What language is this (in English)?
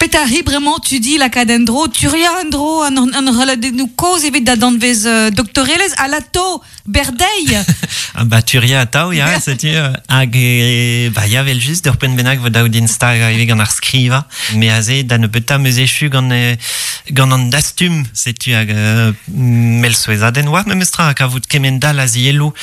Breton